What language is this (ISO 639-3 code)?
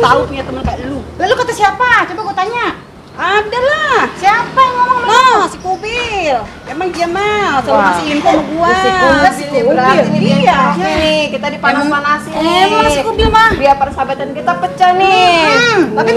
bew